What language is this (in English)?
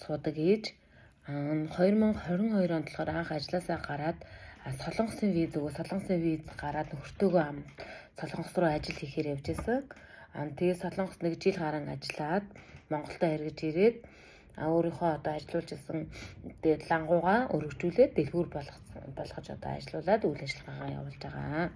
Mongolian